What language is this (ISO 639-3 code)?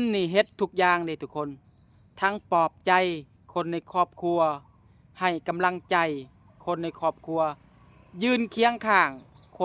lao